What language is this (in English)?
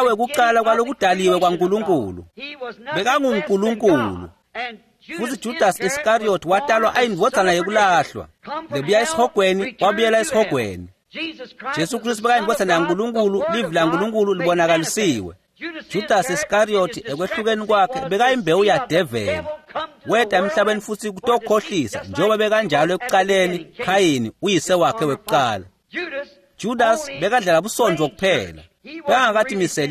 Swati